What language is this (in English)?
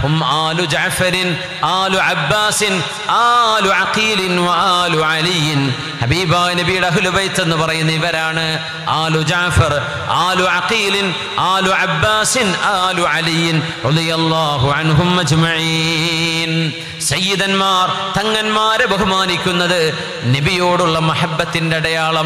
Malayalam